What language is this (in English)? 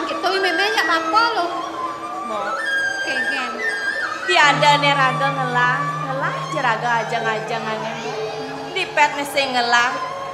Balinese